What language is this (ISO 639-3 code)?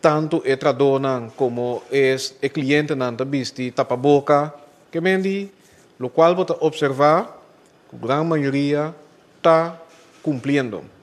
pap